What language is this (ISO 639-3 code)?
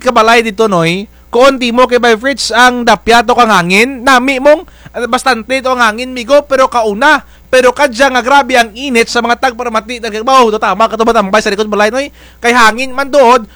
krj